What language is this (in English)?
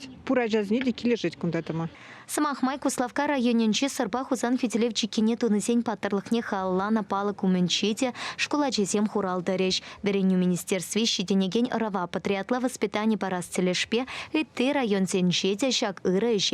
Chuvash